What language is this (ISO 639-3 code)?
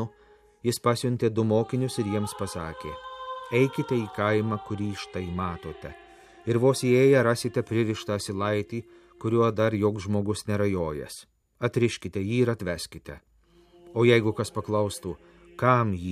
lit